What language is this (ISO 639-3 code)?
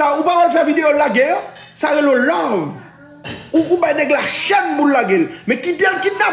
hat